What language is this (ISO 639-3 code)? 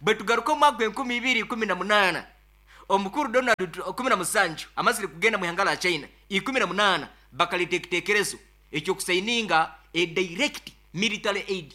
nyo